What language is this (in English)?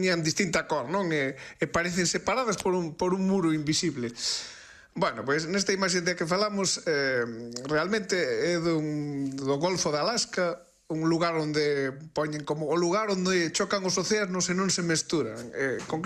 Galician